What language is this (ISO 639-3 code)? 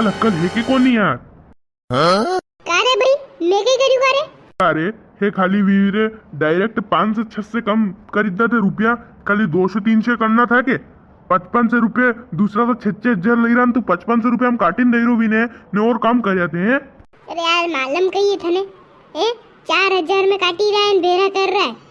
raj